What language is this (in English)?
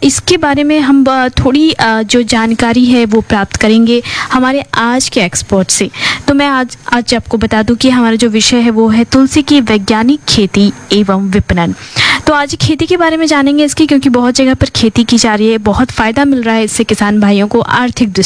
Hindi